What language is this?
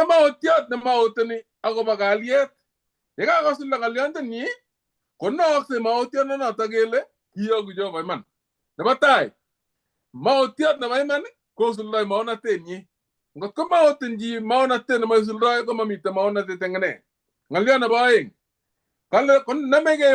Kalenjin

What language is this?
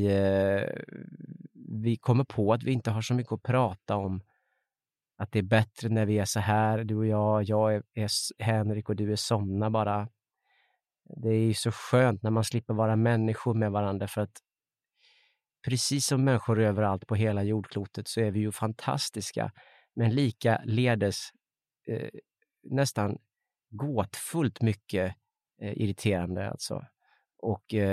Swedish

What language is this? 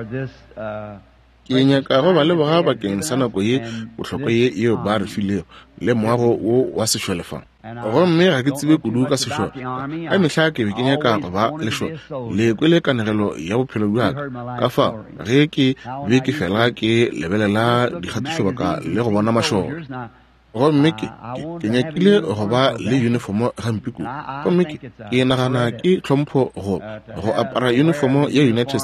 Northern Sotho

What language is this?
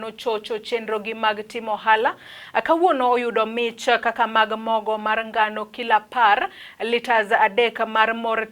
Luo (Kenya and Tanzania)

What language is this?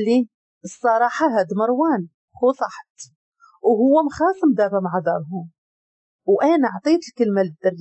Moroccan Arabic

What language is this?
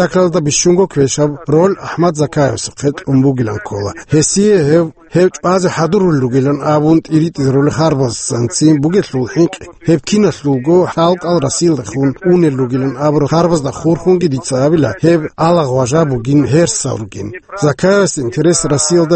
Avaric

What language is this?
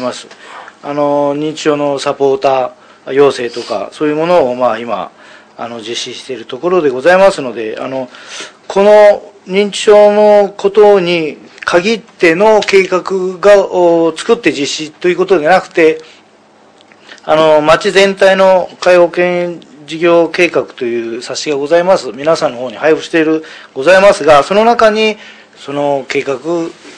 Japanese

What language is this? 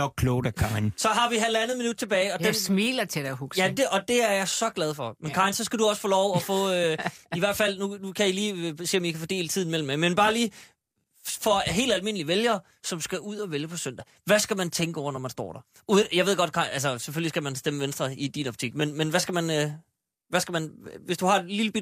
Danish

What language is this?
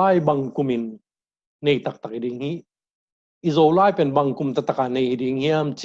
Tedim Chin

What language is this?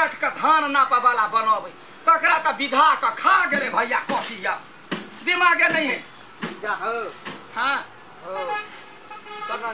Maithili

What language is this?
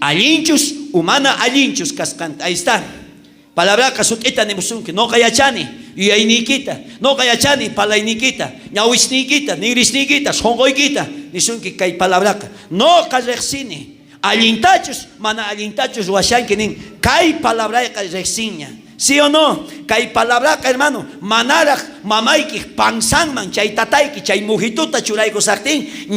South Bolivian Quechua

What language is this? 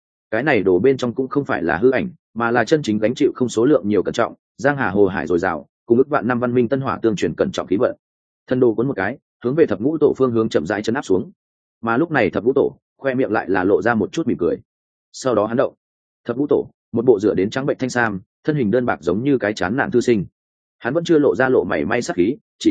Vietnamese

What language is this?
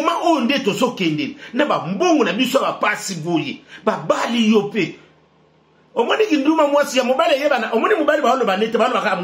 Lingala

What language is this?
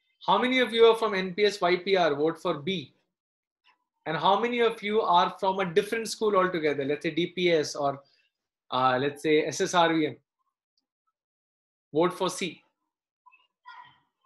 English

